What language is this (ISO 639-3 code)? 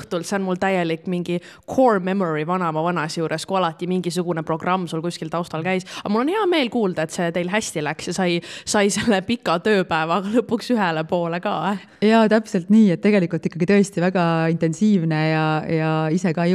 est